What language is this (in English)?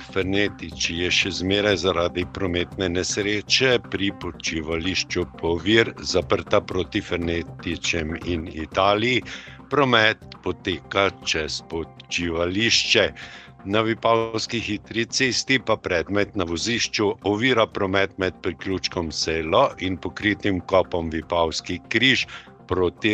Slovenian